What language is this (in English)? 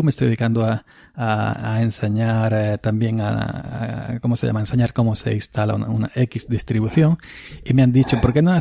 Spanish